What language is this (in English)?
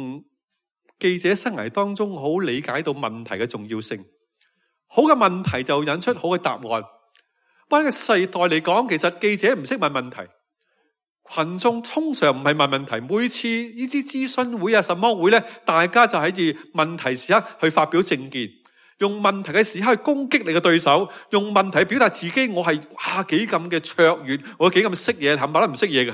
Cantonese